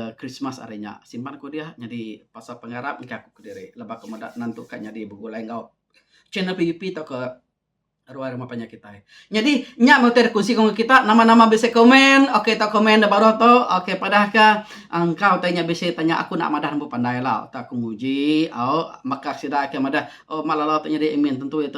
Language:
Iban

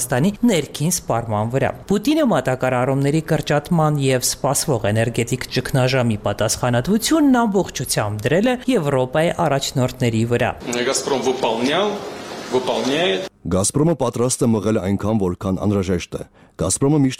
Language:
Armenian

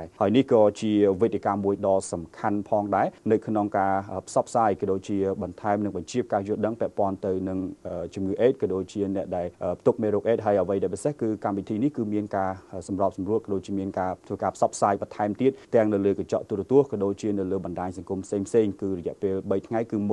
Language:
Khmer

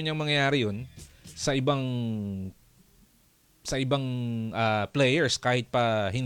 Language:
Filipino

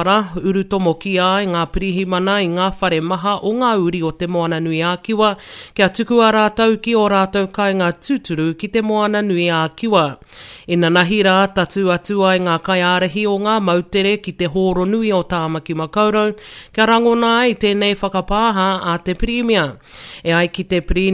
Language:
Māori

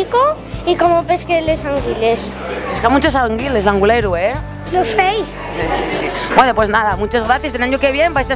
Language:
Asturian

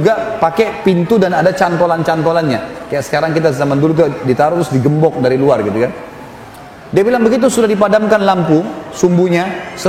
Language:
Indonesian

